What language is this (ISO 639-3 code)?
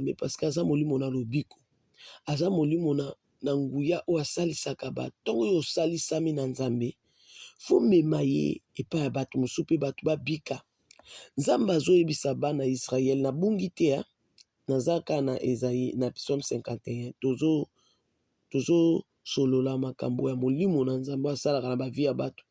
lin